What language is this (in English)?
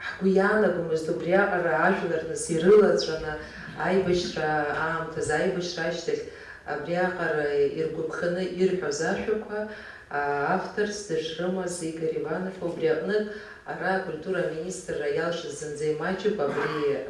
Abkhazian